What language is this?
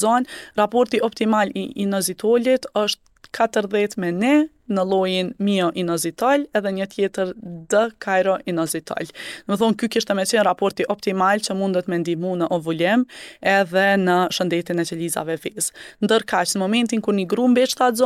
Albanian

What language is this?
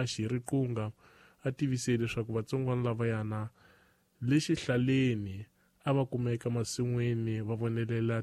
Tsonga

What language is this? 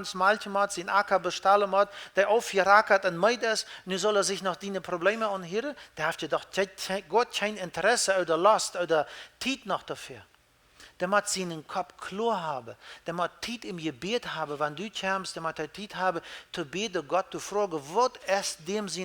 Plautdietsch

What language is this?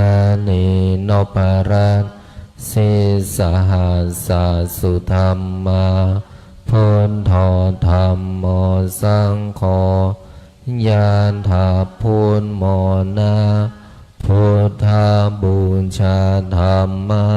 Pali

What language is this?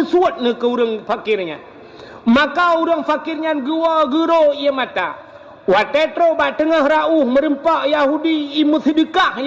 Achinese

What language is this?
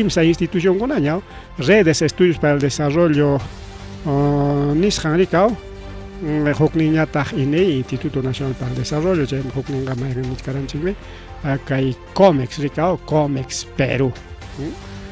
Ayacucho Quechua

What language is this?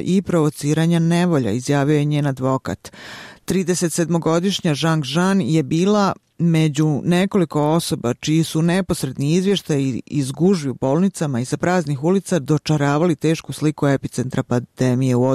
Serbian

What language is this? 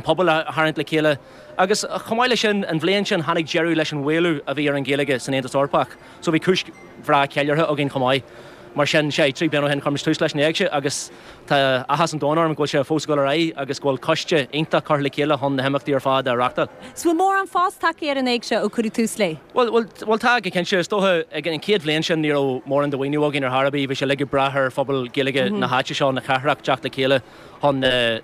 Irish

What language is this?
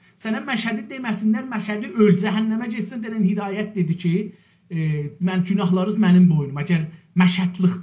South Azerbaijani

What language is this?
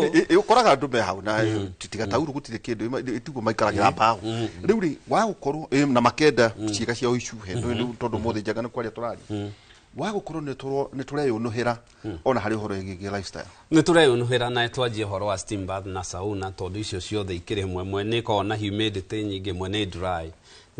Kikuyu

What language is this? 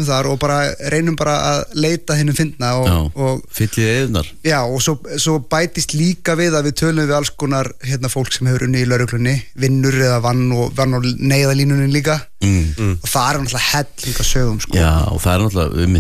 Icelandic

